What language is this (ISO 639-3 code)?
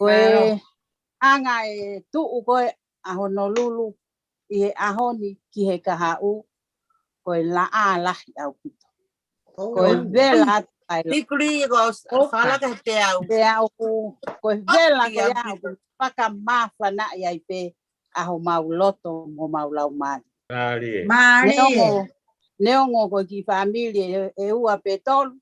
ton